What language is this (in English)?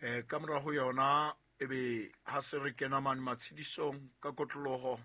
Southern Sotho